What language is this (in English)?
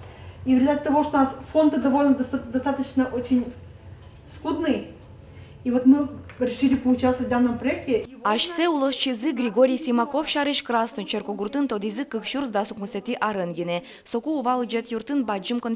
Udmurt